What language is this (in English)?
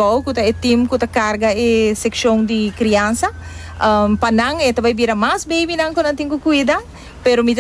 Papiamento